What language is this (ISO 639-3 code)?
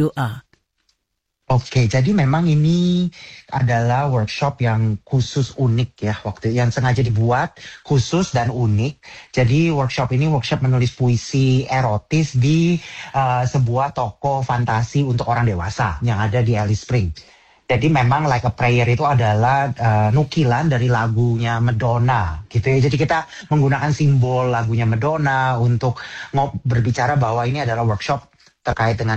ind